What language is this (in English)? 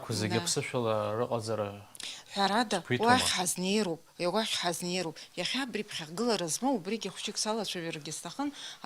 Abkhazian